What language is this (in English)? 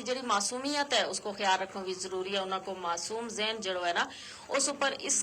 Gujari